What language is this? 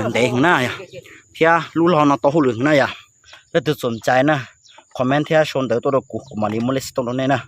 Hmong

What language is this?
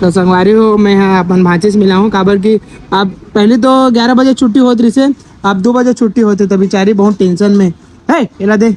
Chhattisgarhi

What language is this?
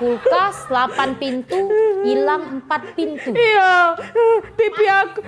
Musi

